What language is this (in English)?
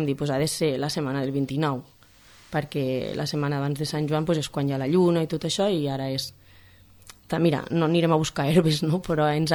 Catalan